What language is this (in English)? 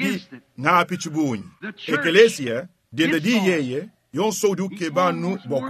Luba-Lulua